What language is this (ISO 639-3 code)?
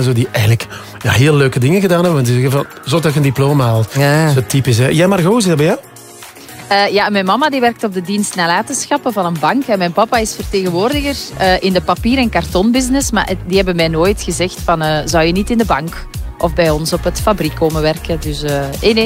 nld